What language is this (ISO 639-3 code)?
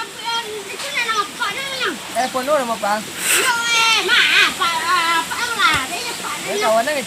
min